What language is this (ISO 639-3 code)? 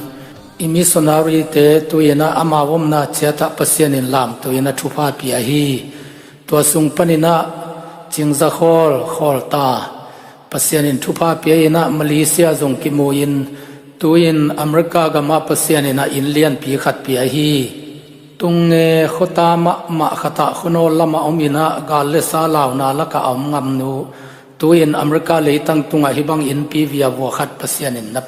ctd